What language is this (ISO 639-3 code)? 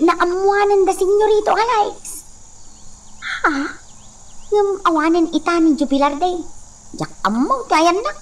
ilo